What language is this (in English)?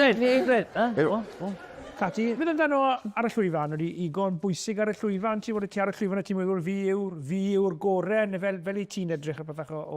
Welsh